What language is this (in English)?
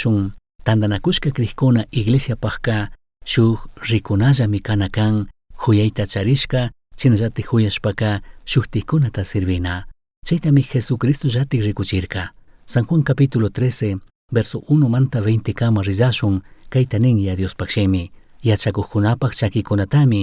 Chimborazo Highland Quichua